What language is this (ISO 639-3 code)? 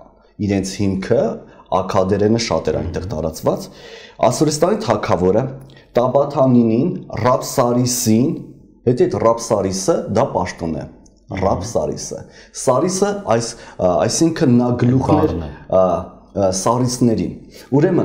hye